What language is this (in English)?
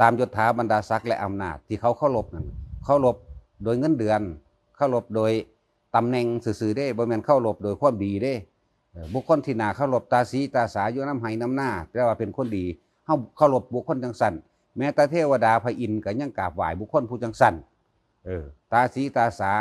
Lao